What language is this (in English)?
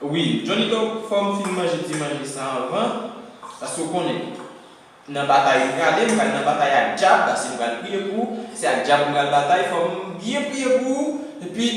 Haitian Creole